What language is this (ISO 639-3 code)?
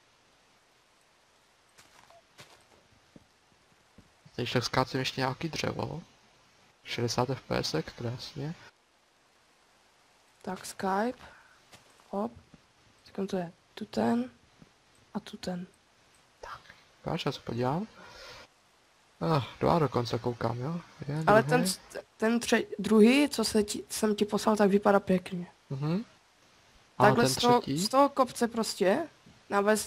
ces